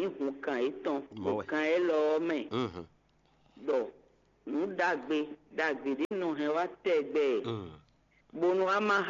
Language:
Fon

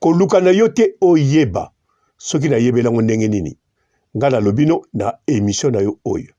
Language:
Lingala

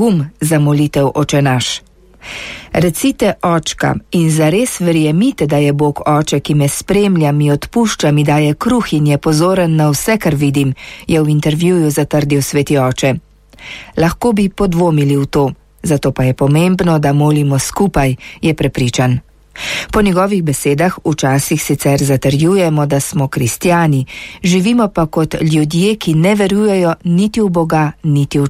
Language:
Slovenian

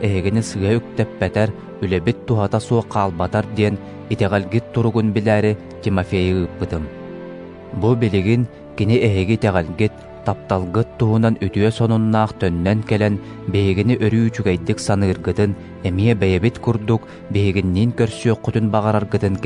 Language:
Yakut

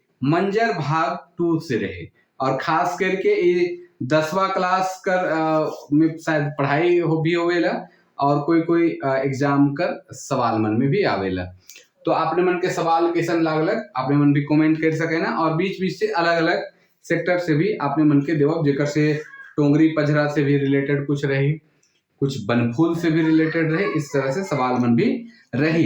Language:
Sadri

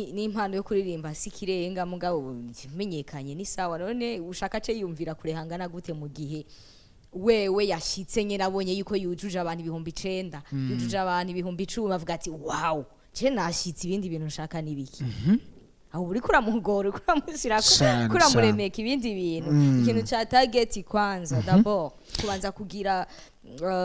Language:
Rundi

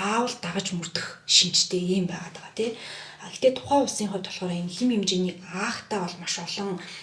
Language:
Mongolian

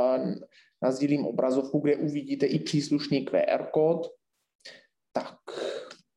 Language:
Czech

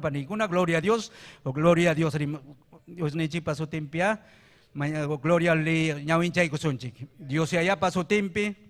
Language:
Ayacucho Quechua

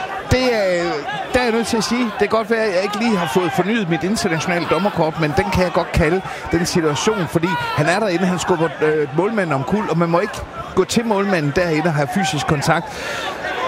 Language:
Danish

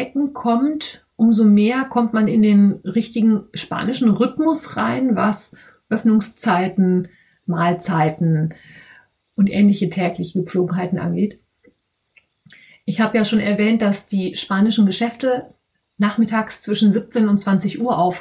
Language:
German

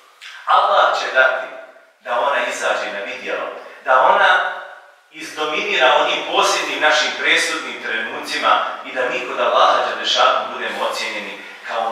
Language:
Bosnian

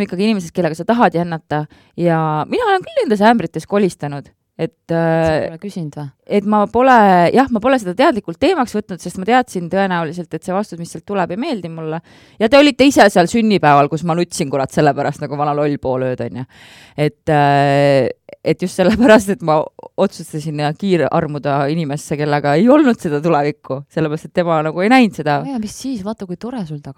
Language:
Estonian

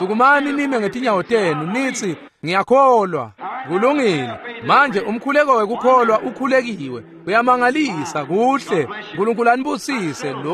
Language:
Swati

